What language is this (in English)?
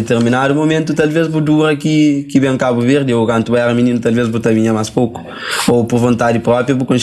Kabuverdianu